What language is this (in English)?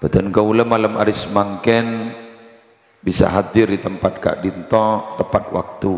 Madurese